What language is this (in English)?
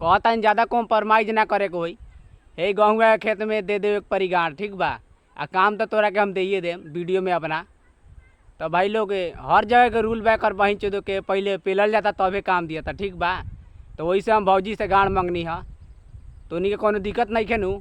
Bhojpuri